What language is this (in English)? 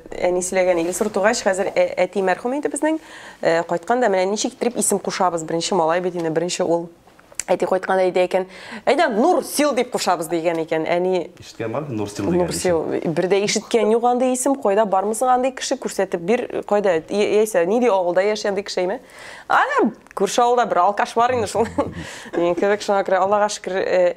Tatar